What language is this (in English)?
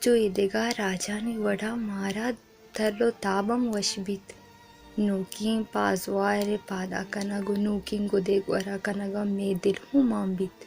Baluchi